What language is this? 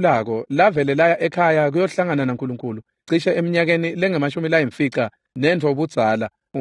Swati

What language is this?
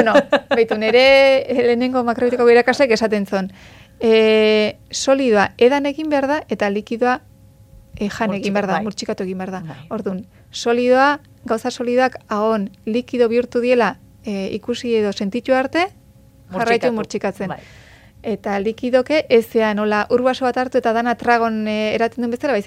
Basque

